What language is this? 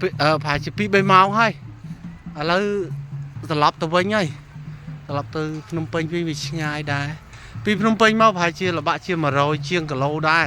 Khmer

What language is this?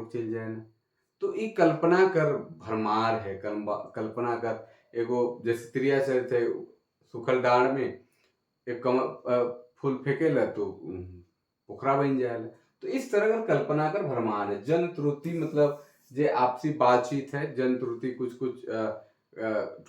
Sadri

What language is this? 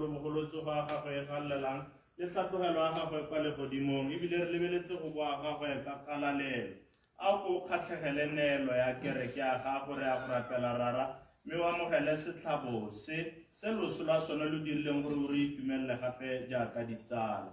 Tswana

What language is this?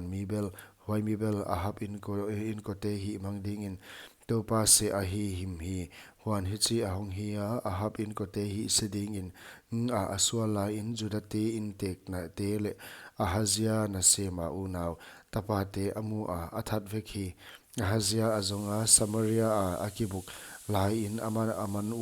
Paite Chin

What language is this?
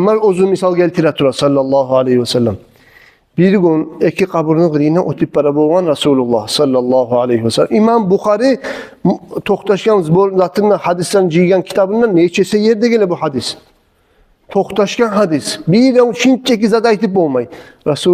Kumyk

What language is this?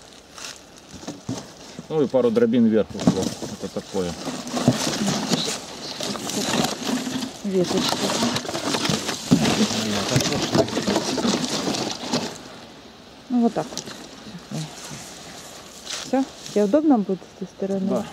Russian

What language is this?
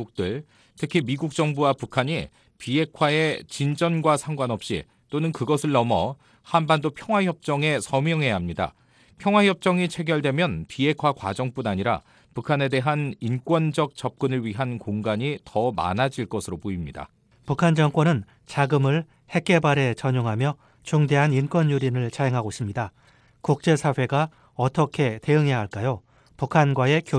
Korean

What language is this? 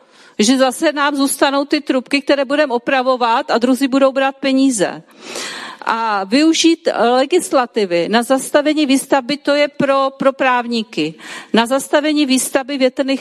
Czech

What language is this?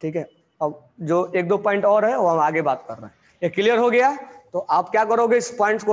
Hindi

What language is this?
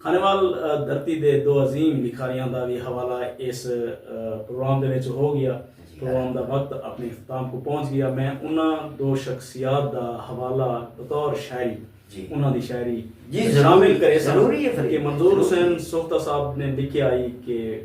Saraiki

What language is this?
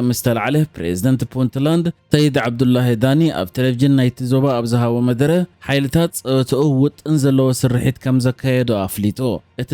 Tigrinya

